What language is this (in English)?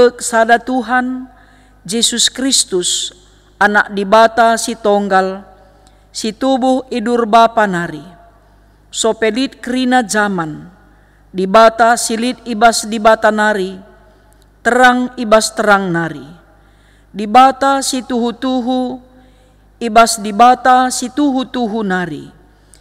Batak Karo